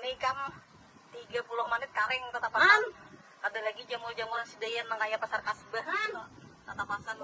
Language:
Banjar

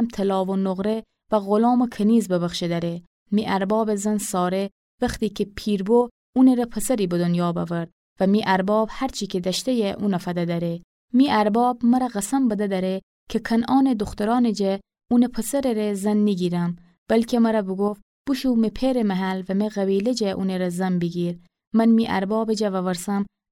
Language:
Gilaki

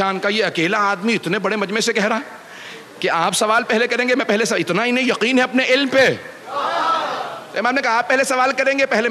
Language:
Urdu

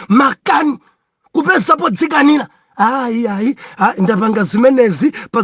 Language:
Nyanja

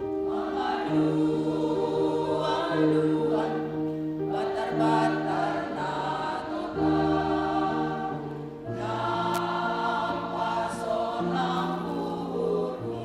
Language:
Batak Simalungun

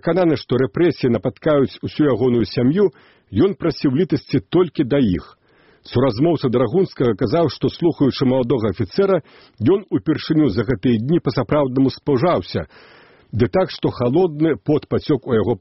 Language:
Belarusian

